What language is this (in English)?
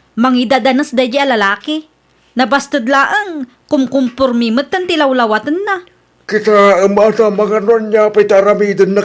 Iloko